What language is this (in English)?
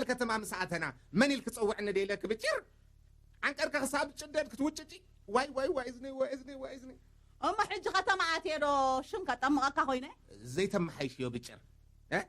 Tigrinya